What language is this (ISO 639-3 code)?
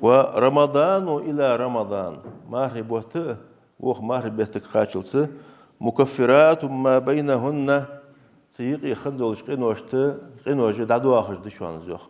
inh